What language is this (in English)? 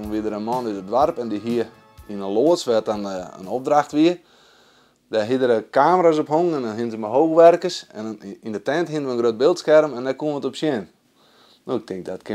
Western Frisian